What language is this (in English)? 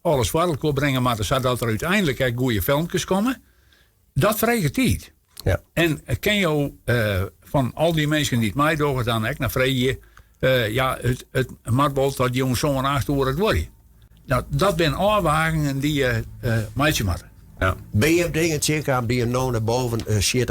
Western Frisian